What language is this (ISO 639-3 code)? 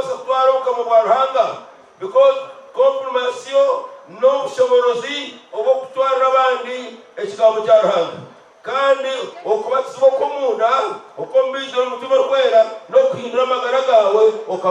nyn